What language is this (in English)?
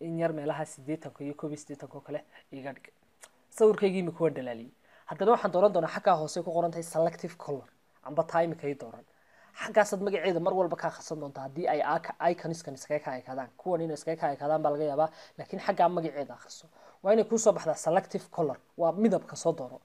Somali